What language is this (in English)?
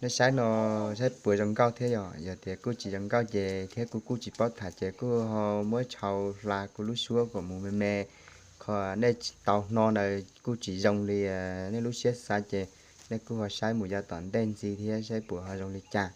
Hmong